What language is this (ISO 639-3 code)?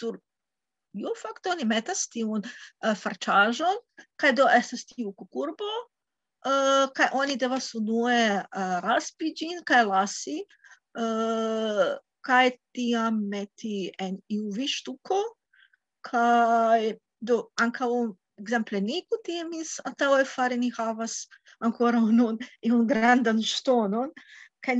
epo